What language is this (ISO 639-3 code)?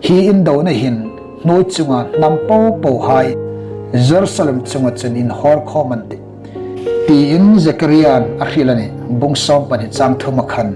hmr